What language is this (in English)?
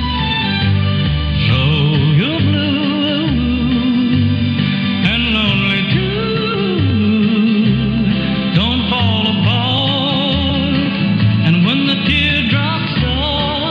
English